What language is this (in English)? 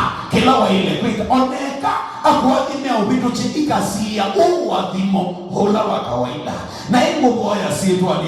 Kamba